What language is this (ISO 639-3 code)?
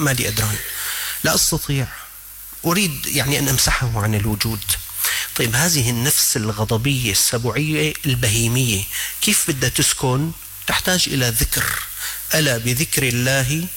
ara